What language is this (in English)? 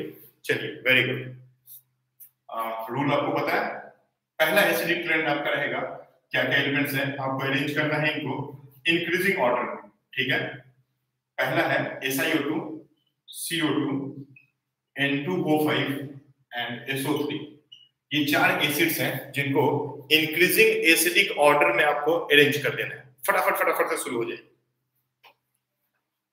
Hindi